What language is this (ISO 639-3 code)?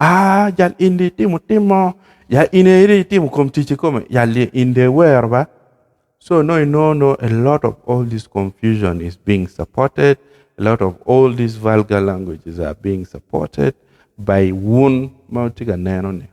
ach